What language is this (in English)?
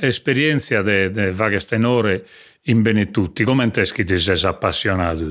Sardinian